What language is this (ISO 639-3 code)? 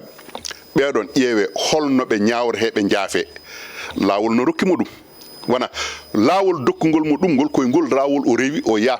ful